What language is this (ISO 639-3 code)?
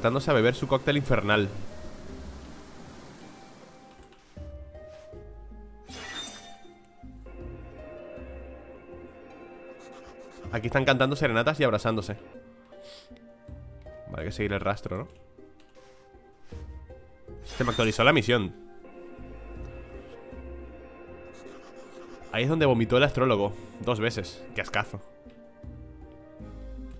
spa